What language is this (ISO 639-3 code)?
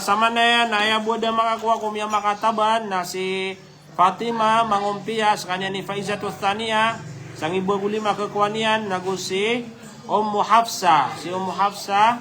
mrw